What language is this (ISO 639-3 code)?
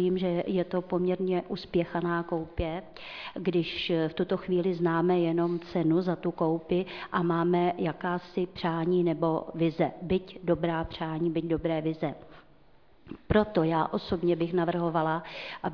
ces